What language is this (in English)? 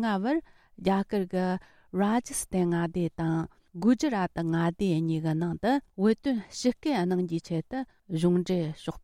Tibetan